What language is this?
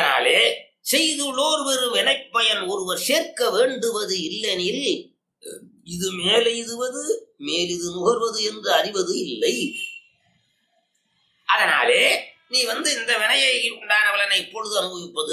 Tamil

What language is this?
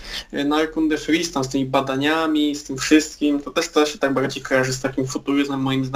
Polish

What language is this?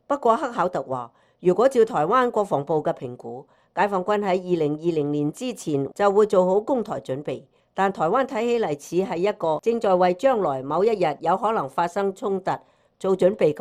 Cantonese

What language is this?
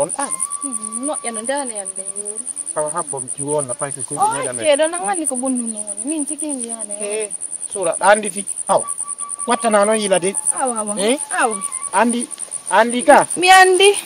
Fula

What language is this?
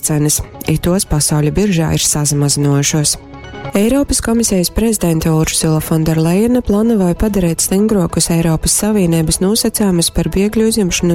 Latgalian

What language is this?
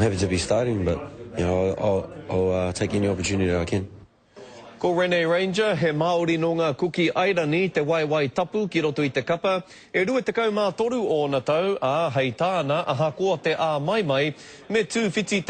Māori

